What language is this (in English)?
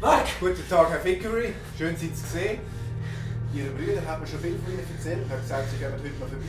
Swiss German